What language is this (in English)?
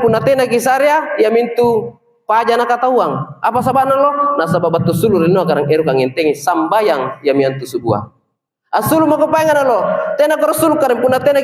Makasar